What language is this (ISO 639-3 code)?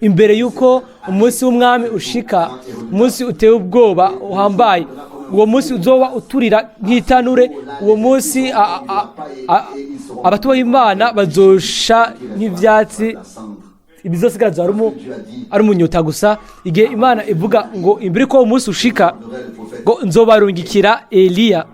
run